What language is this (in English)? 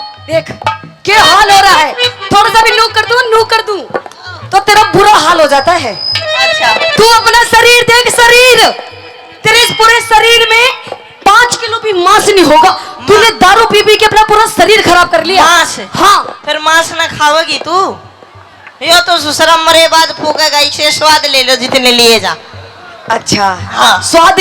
Haryanvi